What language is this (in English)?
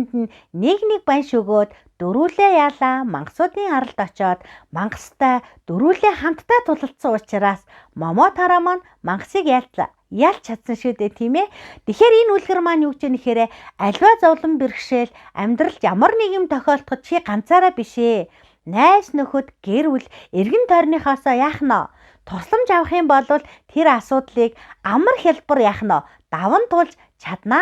Mongolian